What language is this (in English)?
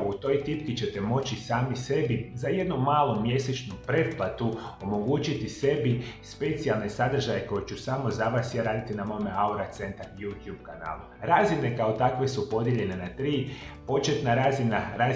Croatian